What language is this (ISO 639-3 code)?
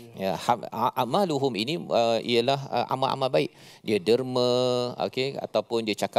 msa